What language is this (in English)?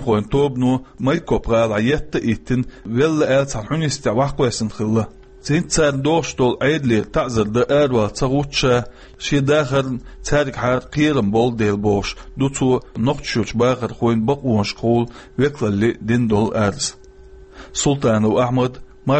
Chechen